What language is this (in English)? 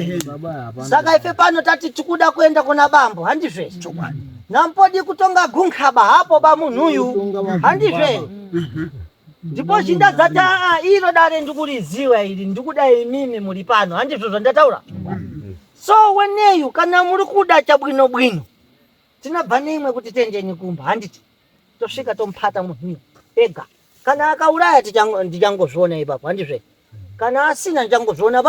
Shona